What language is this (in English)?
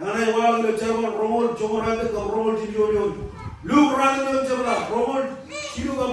Marshallese